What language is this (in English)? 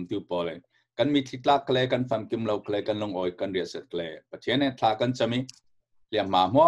Falam Chin